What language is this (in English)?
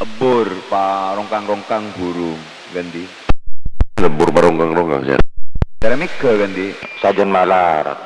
Madurese